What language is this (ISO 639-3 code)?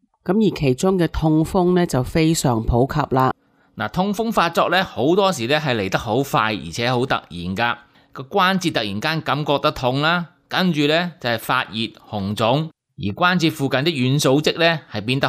yue